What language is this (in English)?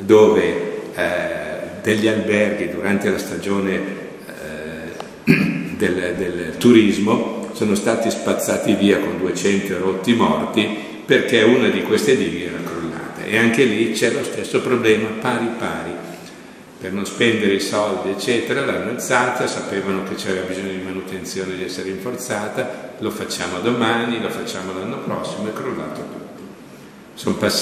Italian